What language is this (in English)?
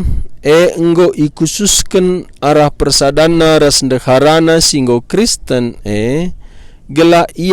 Batak Karo